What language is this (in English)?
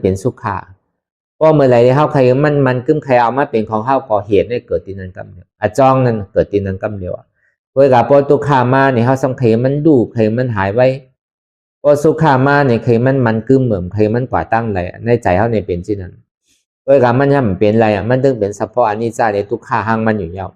Shan